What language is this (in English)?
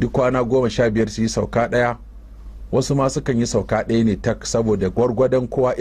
Hausa